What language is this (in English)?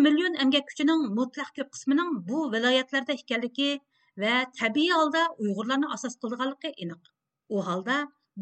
Uyghur